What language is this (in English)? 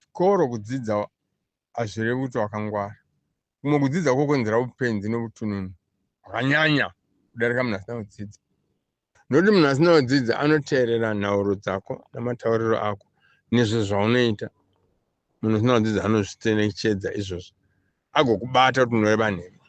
Shona